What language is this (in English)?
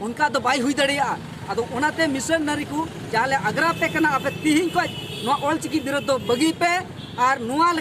Santali